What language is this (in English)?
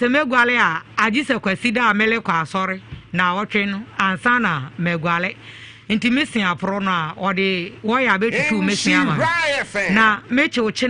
Akan